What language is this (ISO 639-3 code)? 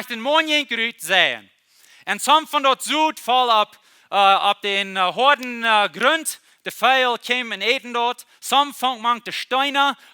pdt